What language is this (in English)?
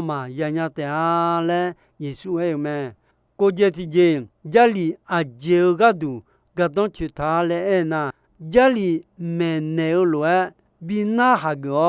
Akha